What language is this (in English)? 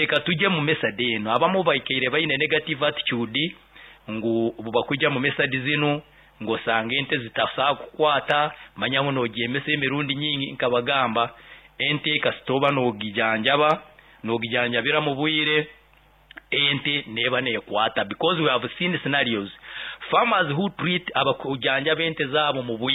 Nyoro